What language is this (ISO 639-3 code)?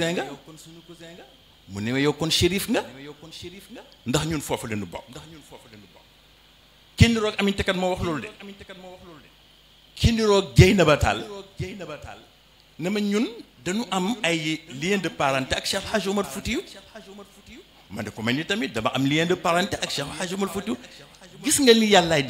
wol